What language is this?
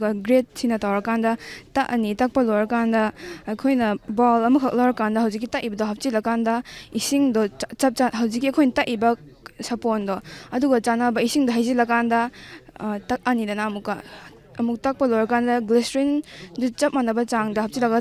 Manipuri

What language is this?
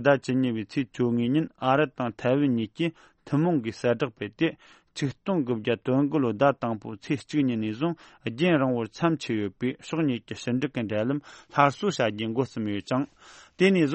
Tibetan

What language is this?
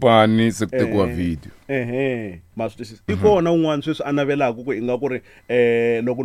Tsonga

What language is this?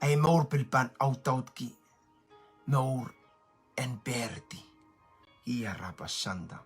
Pohnpeian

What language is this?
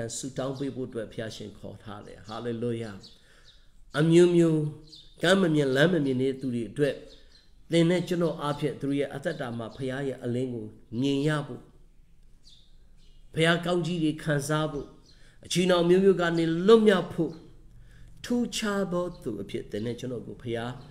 Burmese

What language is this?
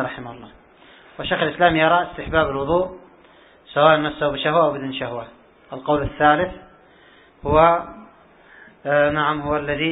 Arabic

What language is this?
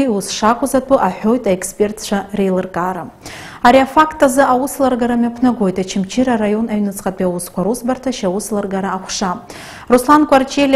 Abkhazian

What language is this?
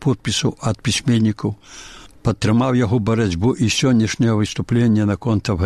Belarusian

